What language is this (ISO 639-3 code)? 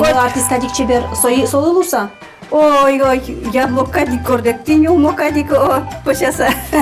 udm